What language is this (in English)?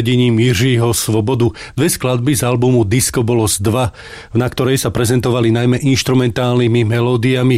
Slovak